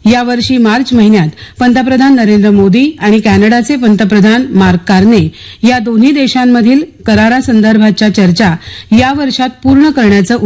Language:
Marathi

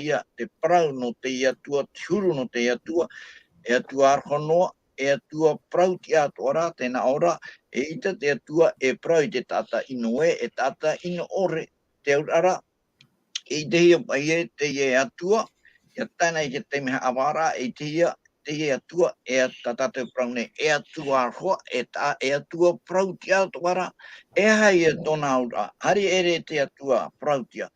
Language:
Tahitian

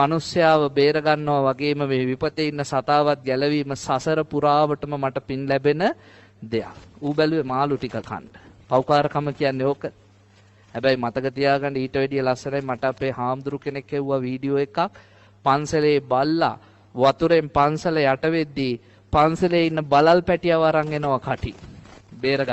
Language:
Sinhala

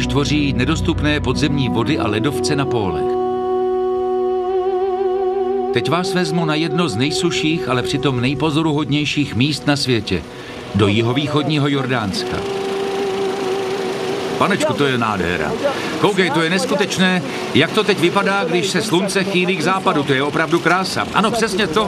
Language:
Czech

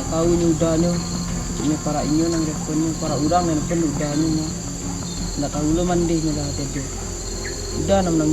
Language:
Minangkabau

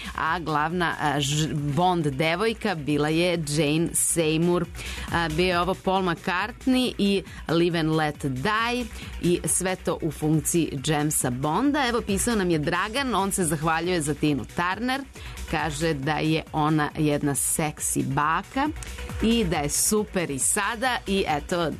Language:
Serbian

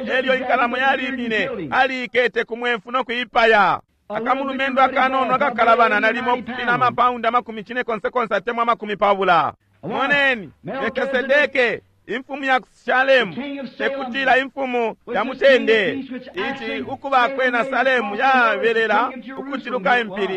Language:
Bemba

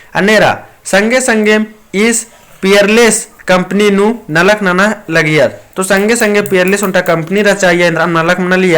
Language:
Kurukh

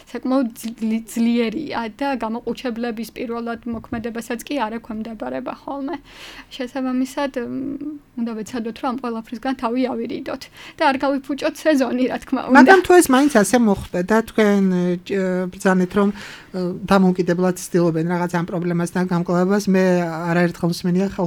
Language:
Georgian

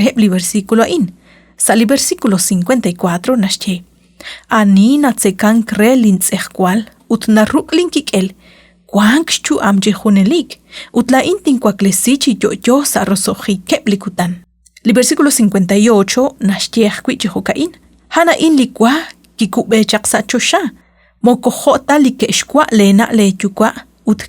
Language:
Kekchí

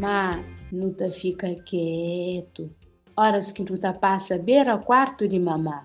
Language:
Kabuverdianu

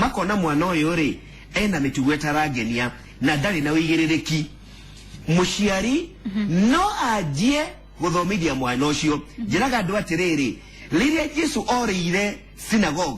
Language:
Kikuyu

